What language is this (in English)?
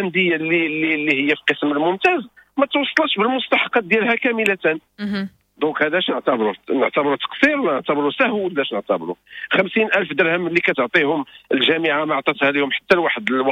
Moroccan Arabic